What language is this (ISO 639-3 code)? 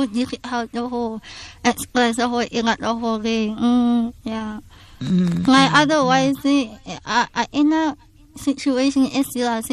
tsn